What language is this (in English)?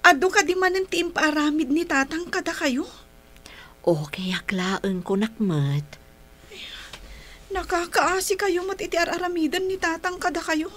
Iloko